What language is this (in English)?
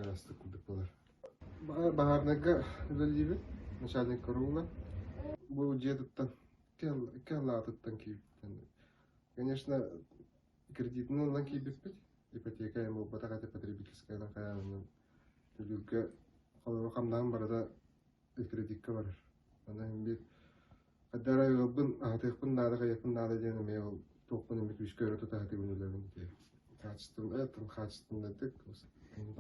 Yakut